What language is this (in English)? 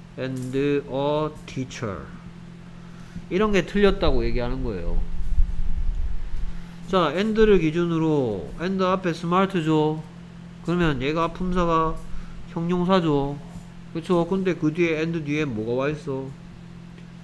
Korean